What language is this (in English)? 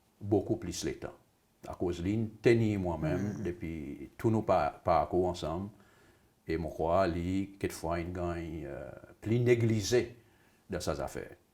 Seselwa Creole French